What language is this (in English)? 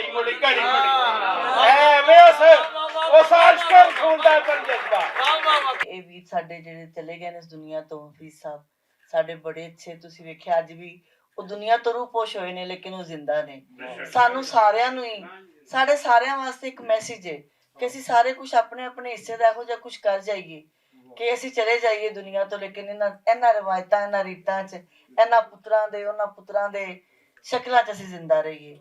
Western Panjabi